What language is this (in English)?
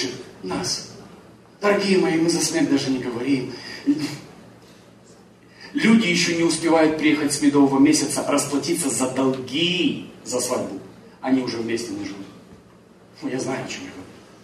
Russian